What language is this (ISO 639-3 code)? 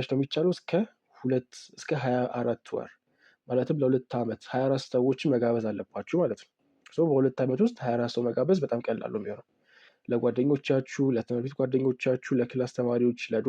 amh